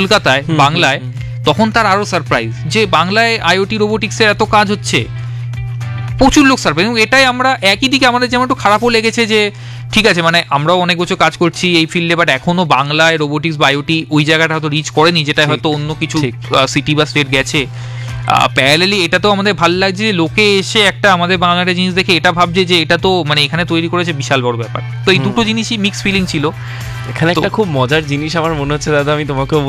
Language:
Bangla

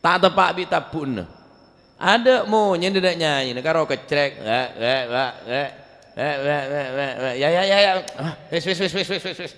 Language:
Madurese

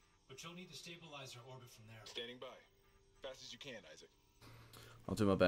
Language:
English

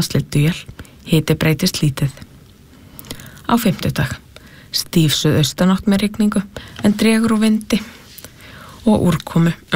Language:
Icelandic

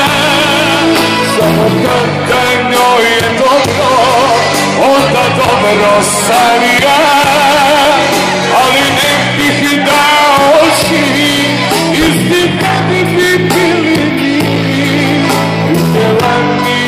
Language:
Croatian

